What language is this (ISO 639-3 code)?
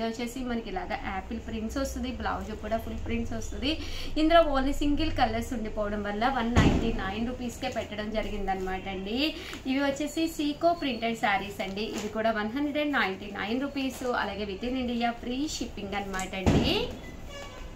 tel